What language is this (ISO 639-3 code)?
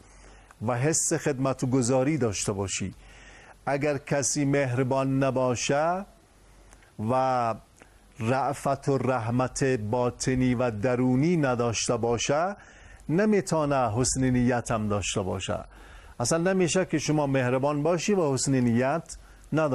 fas